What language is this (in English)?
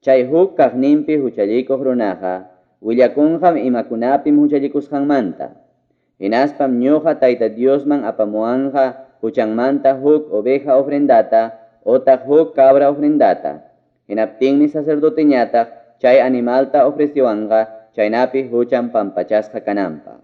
Ayacucho Quechua